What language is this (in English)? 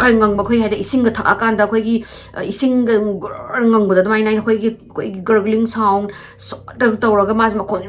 Manipuri